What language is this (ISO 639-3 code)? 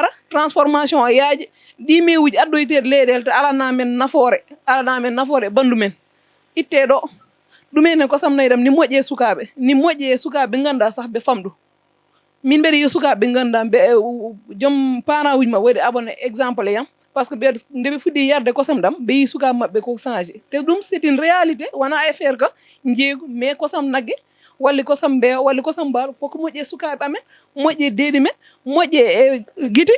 ful